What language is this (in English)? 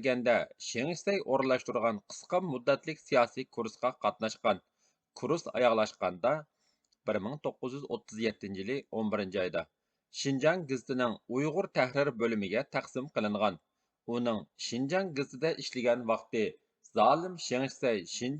Uyghur